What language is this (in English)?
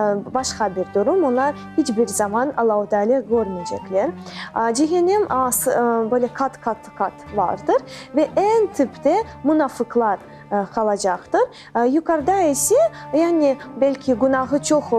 Crimean Tatar